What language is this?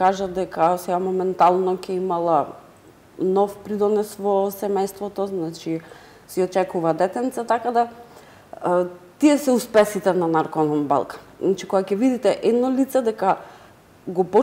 Macedonian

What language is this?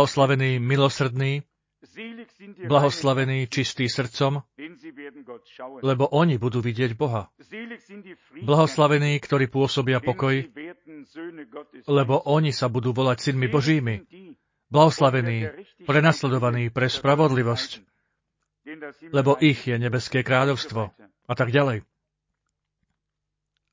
Slovak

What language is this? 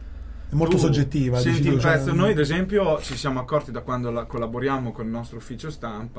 Italian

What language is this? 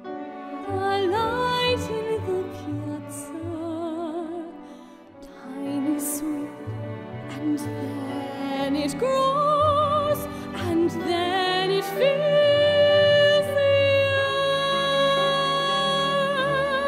English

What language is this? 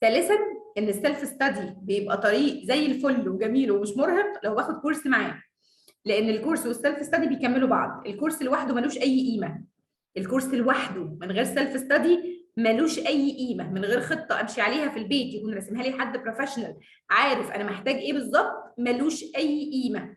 Egyptian Arabic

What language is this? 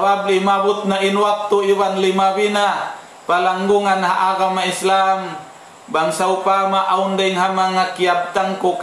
Tausug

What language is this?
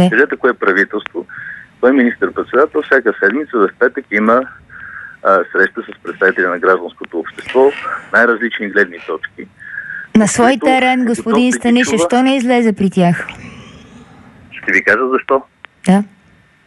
Bulgarian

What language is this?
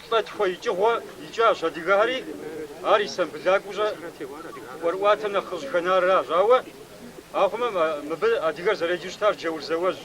Kabardian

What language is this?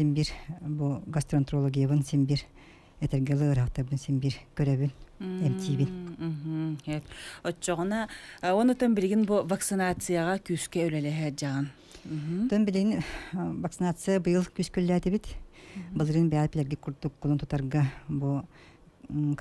Yakut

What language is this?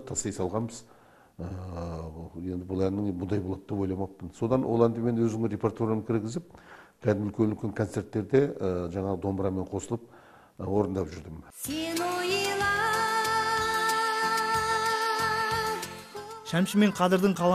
Kazakh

